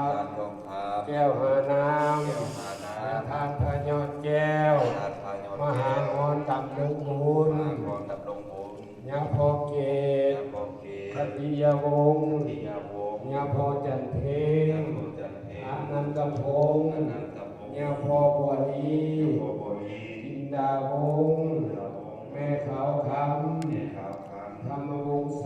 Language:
Lao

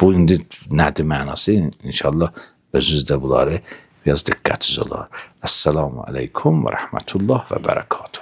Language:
Azerbaijani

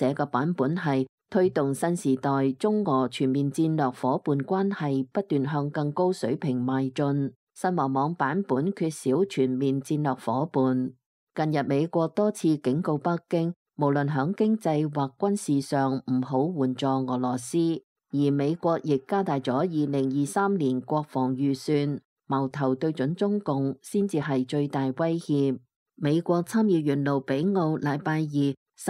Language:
Cantonese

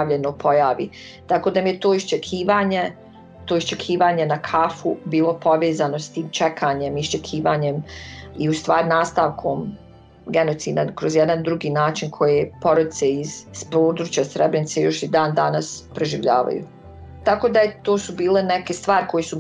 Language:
Bosnian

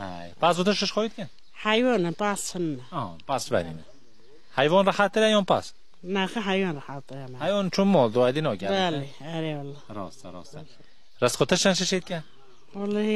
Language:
Kurdish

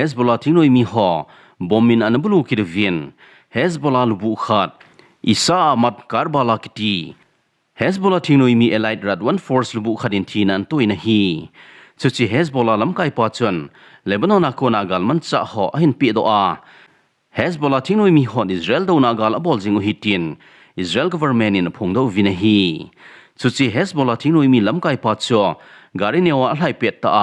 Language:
Thado Chin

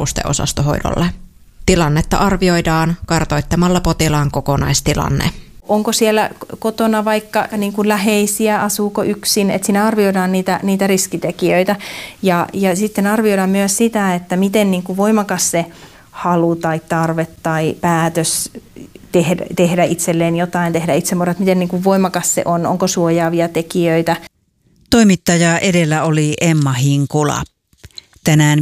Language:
Finnish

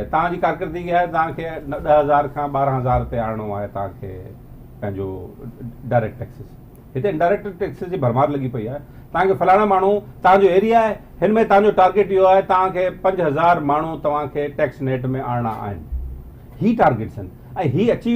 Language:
Sindhi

